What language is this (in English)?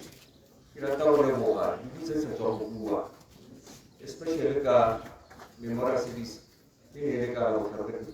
Tswana